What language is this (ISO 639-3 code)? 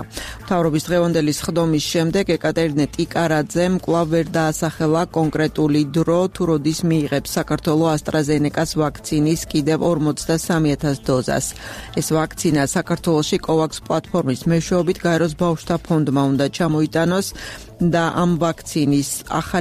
kat